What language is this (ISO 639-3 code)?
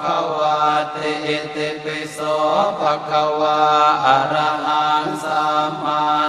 pli